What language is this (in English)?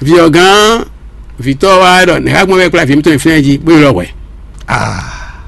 Fon